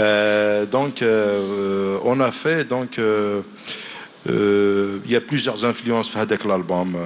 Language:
Algerian Arabic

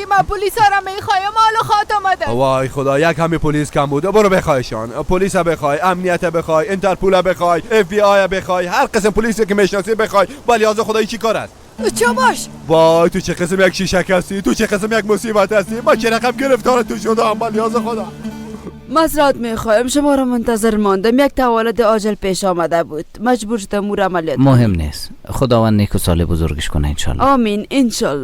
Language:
Persian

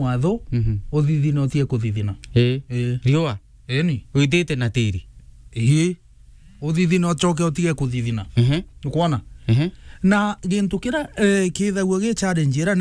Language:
Meru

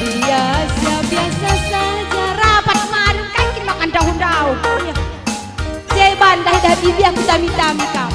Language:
Batak Karo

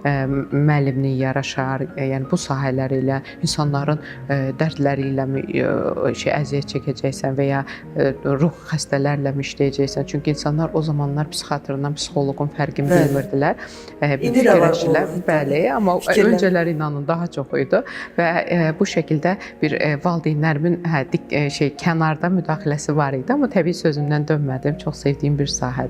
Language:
Azerbaijani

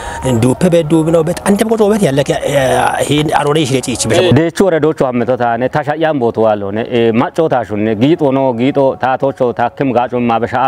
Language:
Kafa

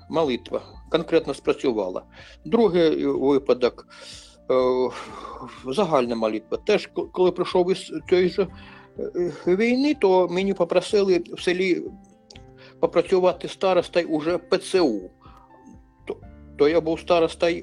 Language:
Ukrainian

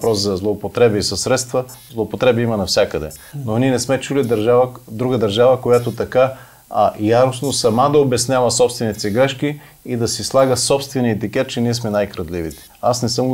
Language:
Bulgarian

